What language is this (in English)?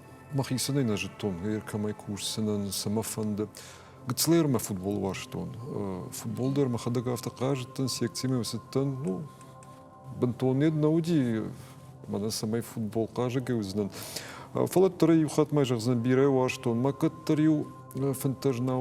Ossetic